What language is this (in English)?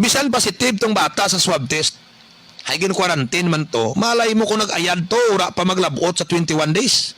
Kinaray-a